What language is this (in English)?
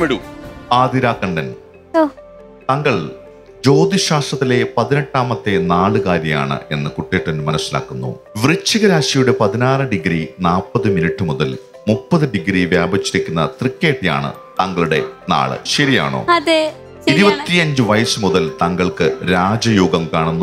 Malayalam